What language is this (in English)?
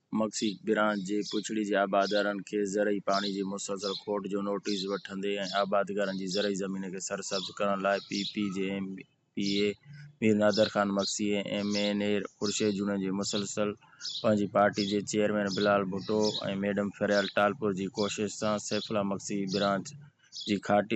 Sindhi